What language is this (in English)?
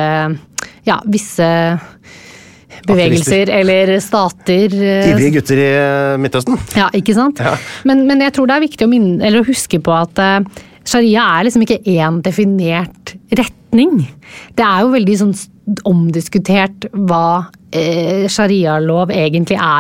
Norwegian